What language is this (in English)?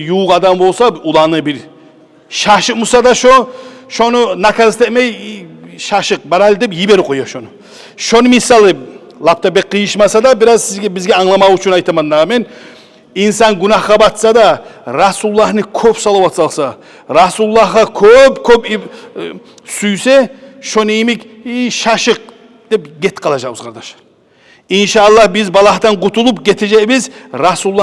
Kumyk